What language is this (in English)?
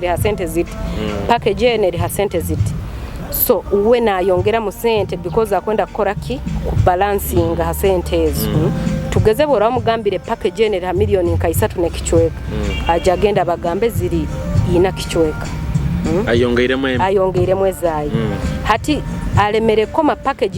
Nyoro